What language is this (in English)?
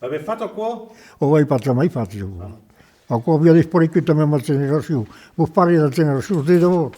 Occitan